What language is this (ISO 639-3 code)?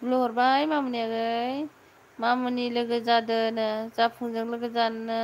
brx